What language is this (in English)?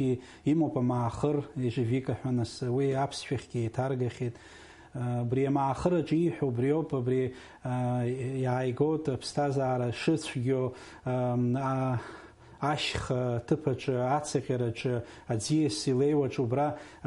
Abkhazian